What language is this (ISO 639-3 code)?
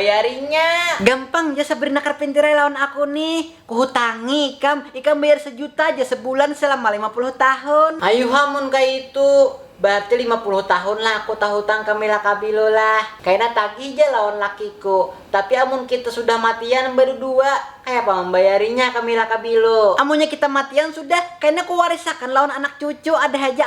bjn